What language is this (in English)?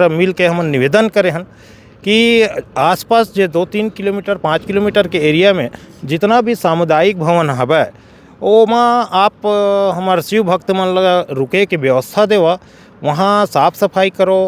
Chhattisgarhi